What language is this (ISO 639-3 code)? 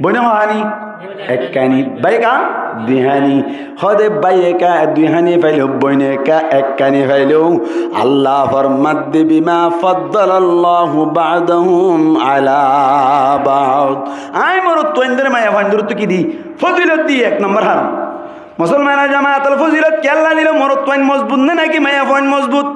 rhg